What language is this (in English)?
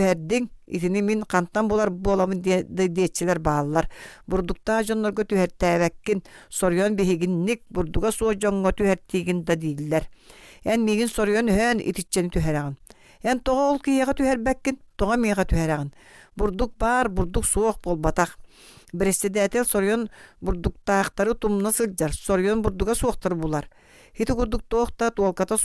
Yakut